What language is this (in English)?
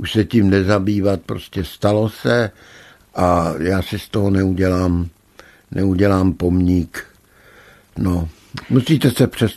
Czech